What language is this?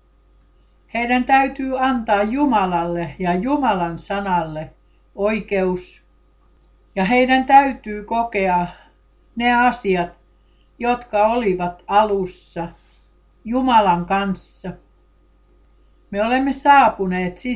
Finnish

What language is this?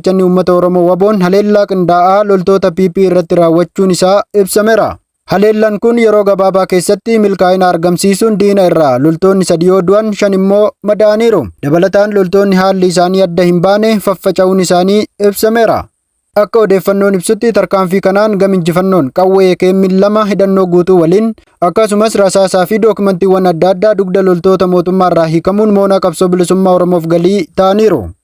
Oromo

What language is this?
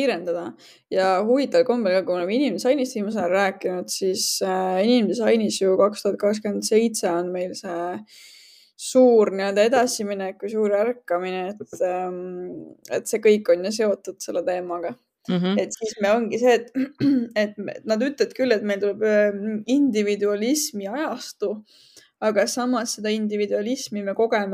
Estonian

